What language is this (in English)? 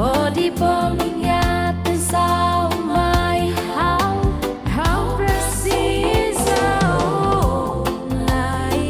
Tetum